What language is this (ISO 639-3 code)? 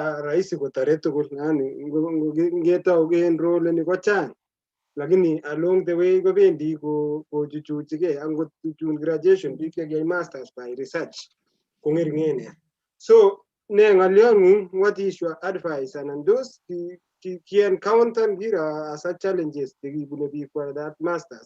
kln